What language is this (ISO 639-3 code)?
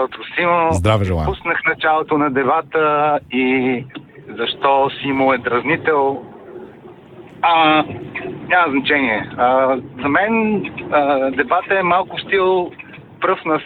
bul